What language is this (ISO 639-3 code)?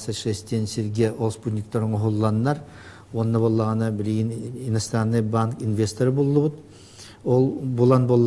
sah